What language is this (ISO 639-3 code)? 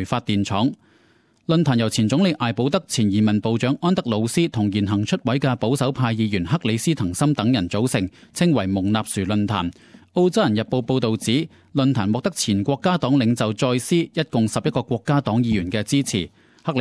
yue